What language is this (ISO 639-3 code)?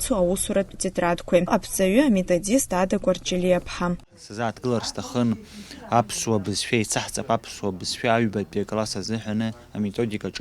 abk